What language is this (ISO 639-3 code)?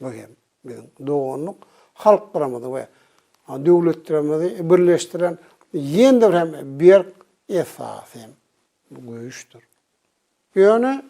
tuk